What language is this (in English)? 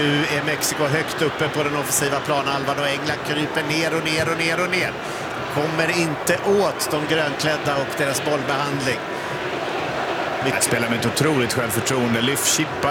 Swedish